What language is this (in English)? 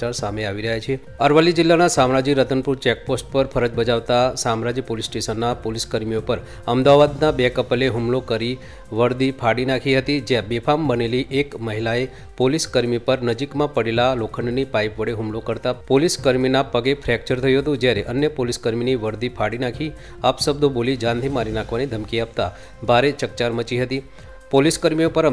Gujarati